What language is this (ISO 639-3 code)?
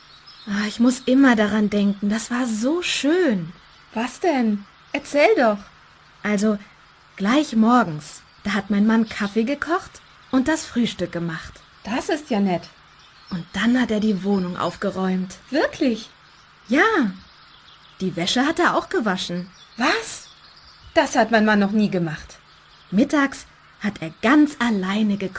deu